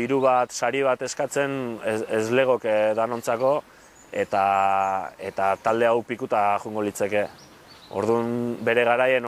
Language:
Basque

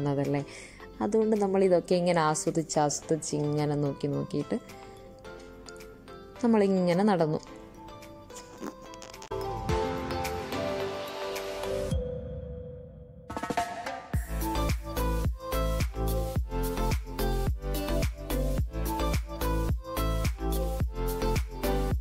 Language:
Malayalam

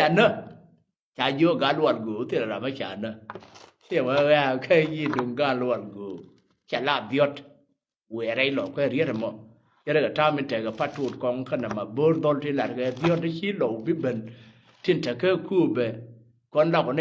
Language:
Nuer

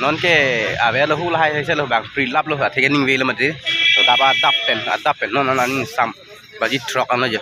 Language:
Karbi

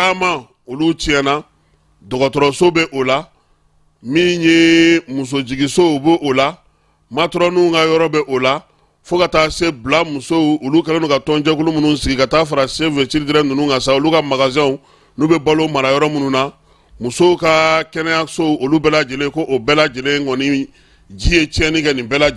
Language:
Bambara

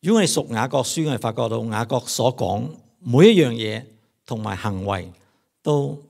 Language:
Cantonese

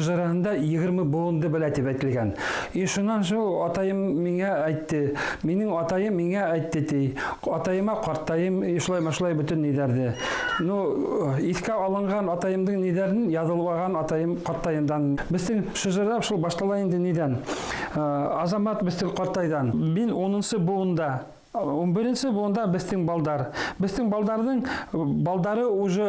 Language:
Bashkir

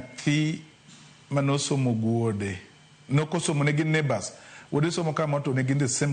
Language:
Luo (Kenya and Tanzania)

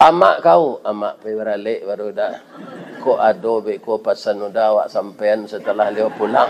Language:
Minangkabau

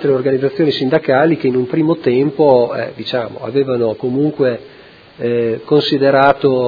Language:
Italian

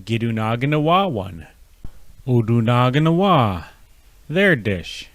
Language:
Chippewa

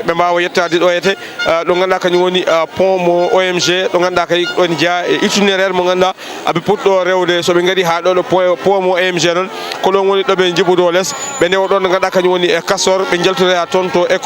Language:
Fula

